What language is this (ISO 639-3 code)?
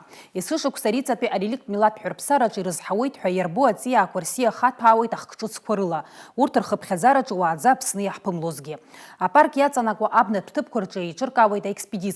abk